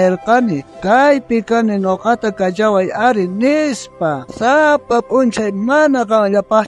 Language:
South Bolivian Quechua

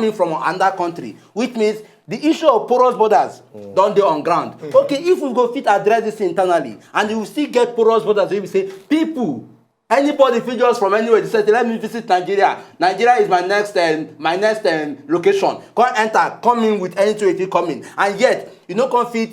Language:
Nigerian Pidgin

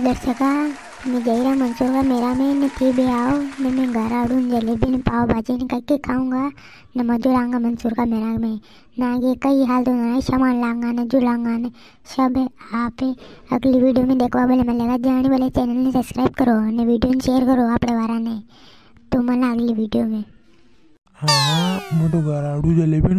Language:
Rajasthani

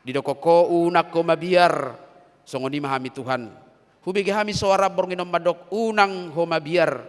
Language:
Batak Toba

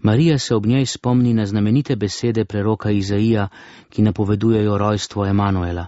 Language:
Slovenian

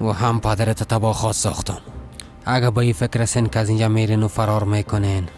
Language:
Persian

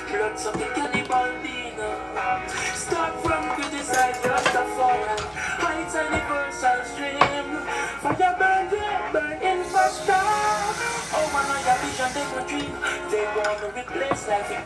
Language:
Jamaican Creole English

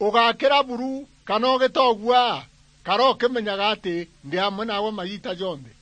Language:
Meru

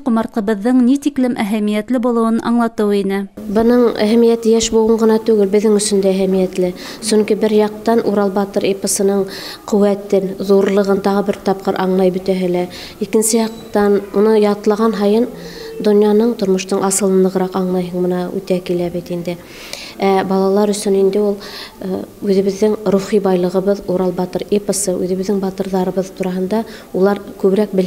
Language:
Bashkir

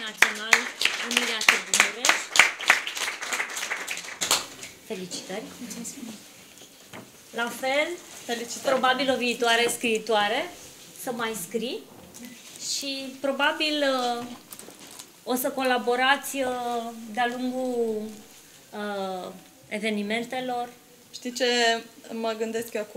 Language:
Romanian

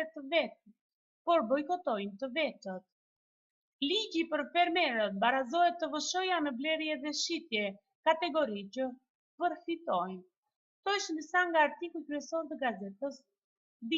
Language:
Albanian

